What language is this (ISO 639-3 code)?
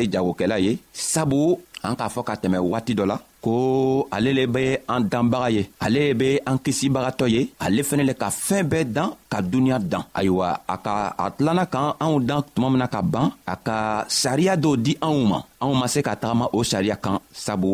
bam